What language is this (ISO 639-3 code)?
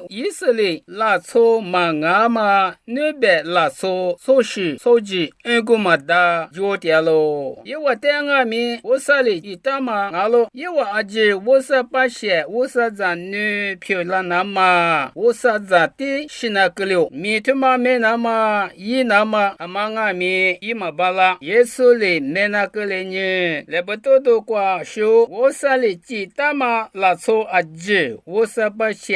lis